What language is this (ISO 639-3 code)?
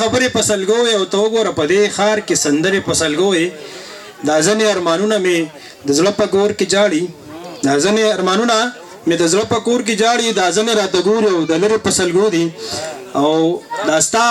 pus